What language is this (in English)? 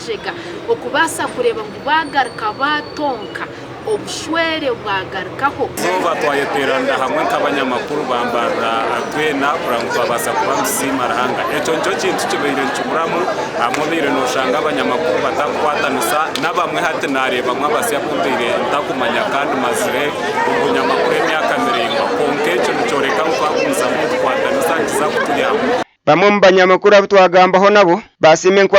Nyankole